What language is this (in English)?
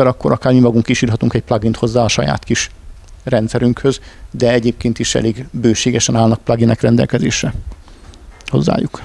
Hungarian